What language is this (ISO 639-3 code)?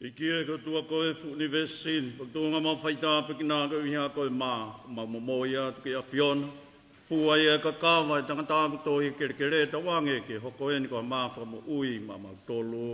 ton